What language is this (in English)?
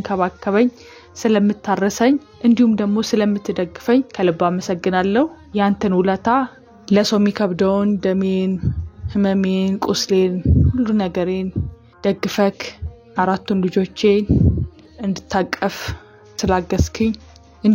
Amharic